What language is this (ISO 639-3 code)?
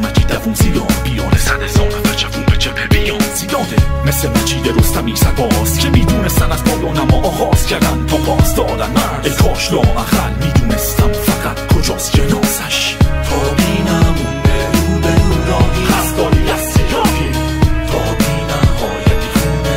fas